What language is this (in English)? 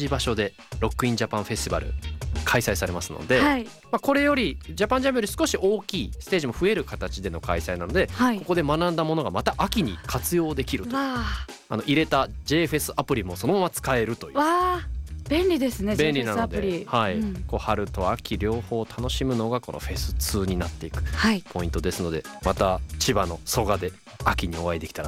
Japanese